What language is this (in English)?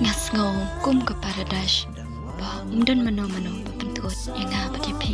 Khasi